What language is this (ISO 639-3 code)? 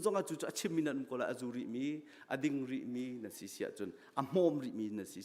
cnh